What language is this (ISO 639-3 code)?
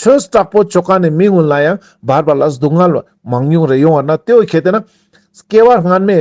lbj